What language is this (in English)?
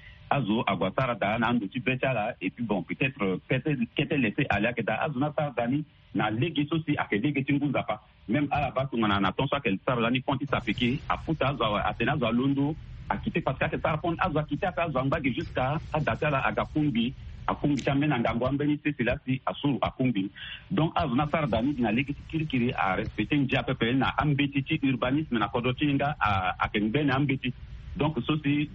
Sango